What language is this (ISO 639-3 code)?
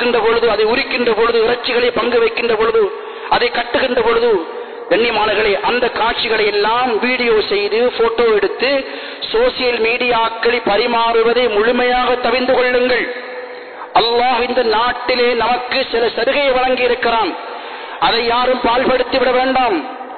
tam